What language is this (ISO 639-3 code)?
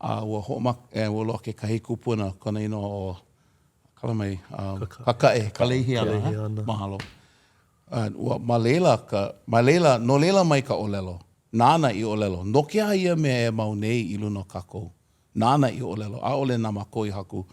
haw